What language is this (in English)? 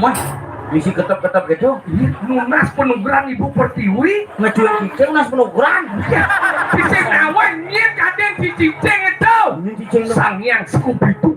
Balinese